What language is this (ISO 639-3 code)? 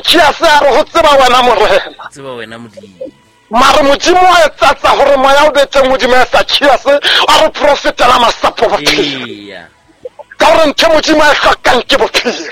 sot